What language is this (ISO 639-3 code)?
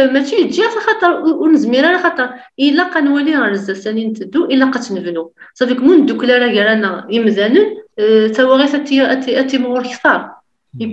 kab